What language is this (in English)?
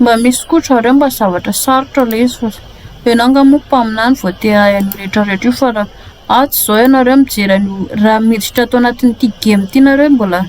Malagasy